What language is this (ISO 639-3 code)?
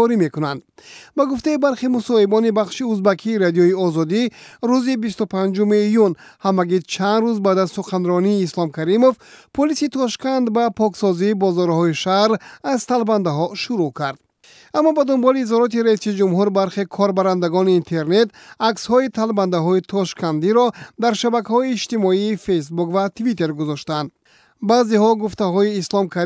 tgk